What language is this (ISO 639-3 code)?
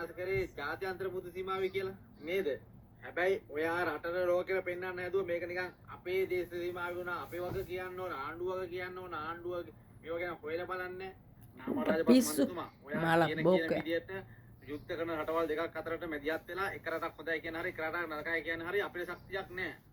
sin